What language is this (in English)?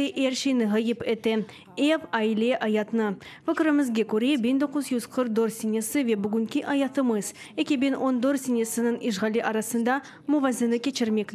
Crimean Tatar